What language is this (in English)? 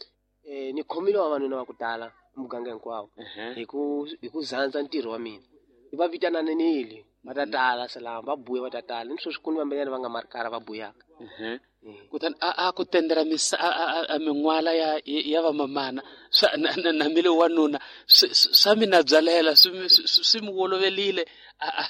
Tsonga